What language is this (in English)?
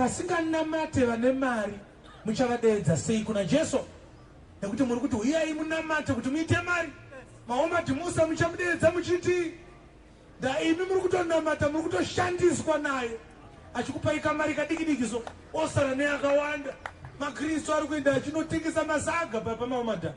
Shona